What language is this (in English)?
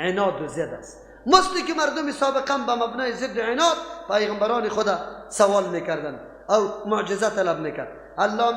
Persian